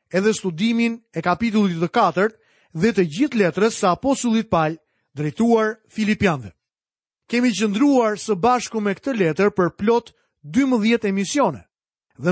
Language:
Albanian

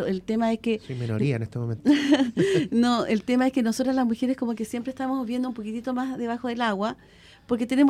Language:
Spanish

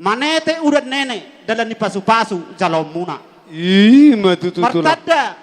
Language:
Batak Toba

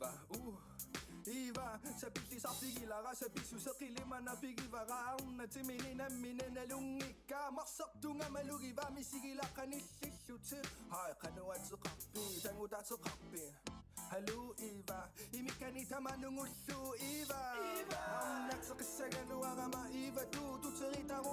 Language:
Inuktitut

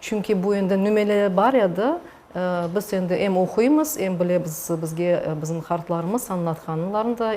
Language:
Crimean Tatar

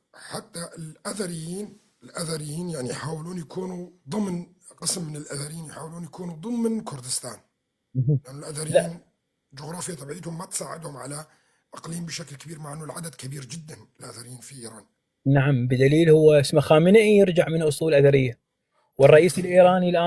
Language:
North Levantine Arabic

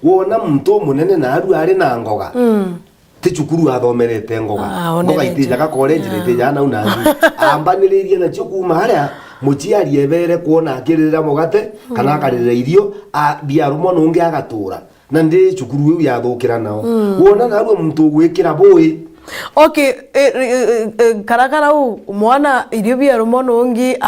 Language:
Meru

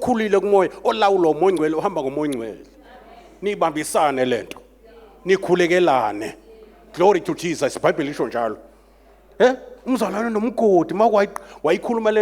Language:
Zulu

